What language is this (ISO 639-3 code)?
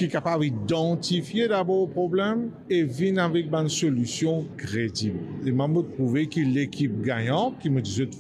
mfe